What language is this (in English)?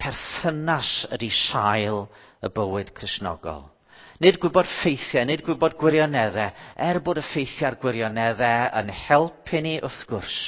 Welsh